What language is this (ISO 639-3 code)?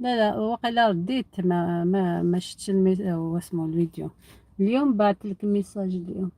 arq